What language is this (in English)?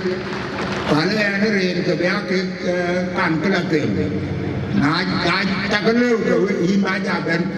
Dinka